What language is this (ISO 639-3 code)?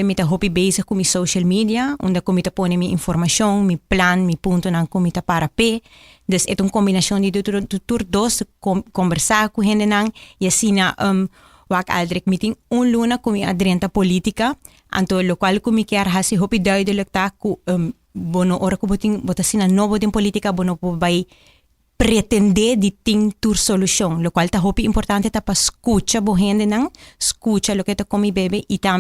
pap